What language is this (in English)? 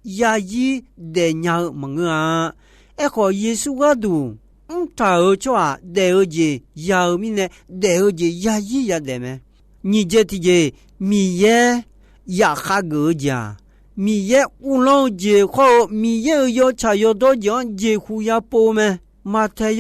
Akha